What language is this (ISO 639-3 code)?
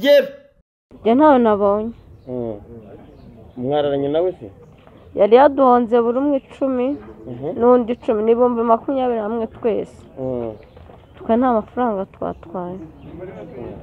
kin